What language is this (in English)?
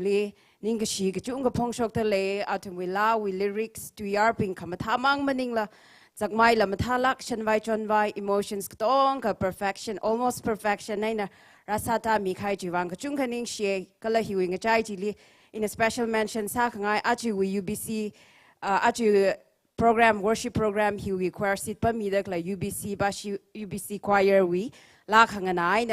Tangkhul Naga (India)